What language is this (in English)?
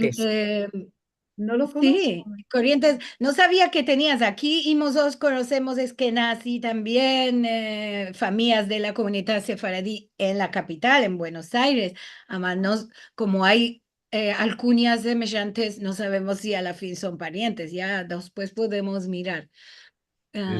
Ladino